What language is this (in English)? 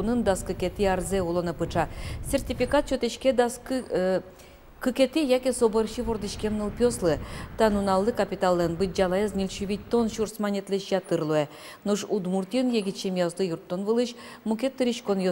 Udmurt